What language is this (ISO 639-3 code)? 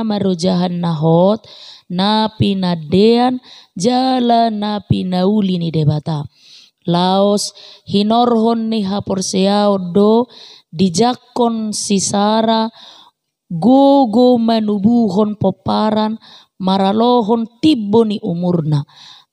bbc